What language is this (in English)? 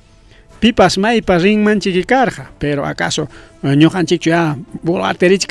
Ayacucho Quechua